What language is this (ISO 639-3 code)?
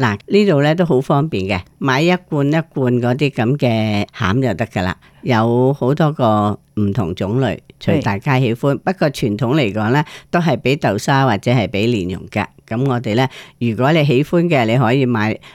yue